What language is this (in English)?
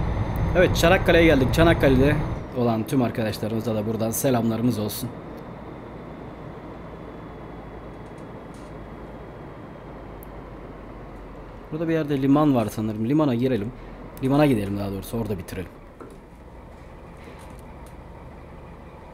Turkish